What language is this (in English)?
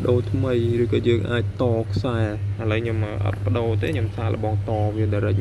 Khmer